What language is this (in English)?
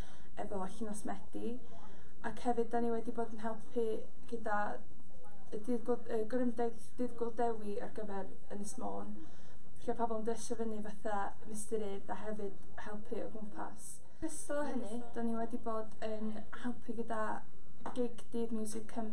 Welsh